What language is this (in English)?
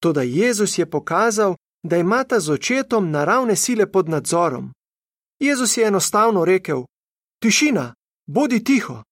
Slovenian